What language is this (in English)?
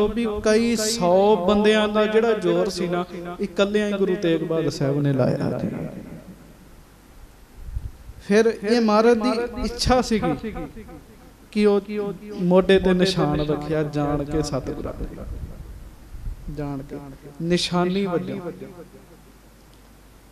Punjabi